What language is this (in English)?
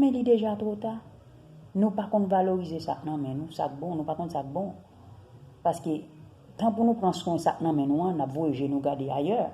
Haitian Creole